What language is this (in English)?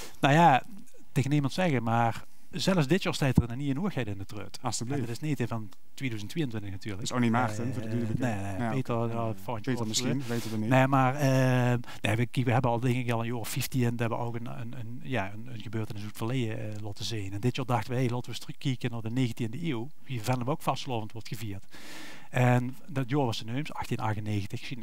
Limburgish